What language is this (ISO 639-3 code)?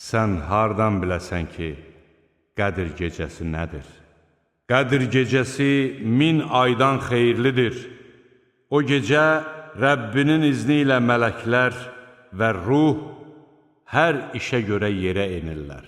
aze